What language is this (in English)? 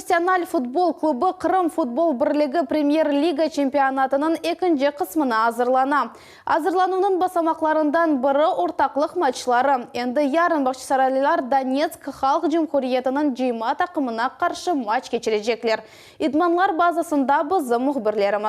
Crimean Tatar